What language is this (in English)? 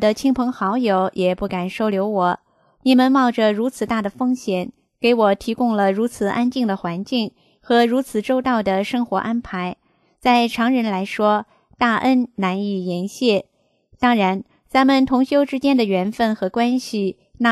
Chinese